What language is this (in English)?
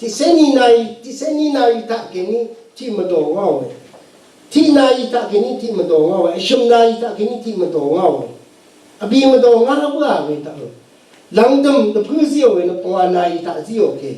Rawang